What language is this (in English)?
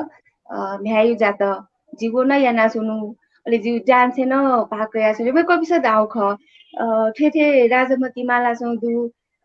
Newari